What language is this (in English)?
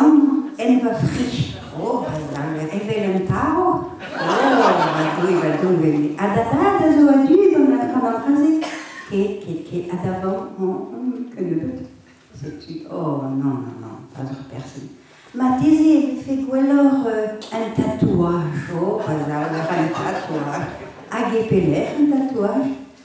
Breton